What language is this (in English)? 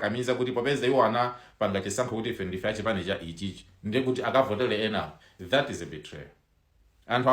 Nyanja